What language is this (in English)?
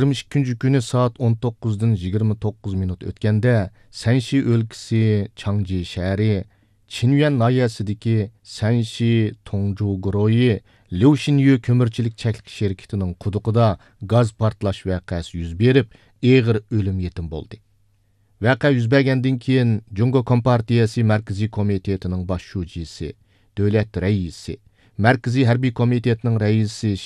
Uyghur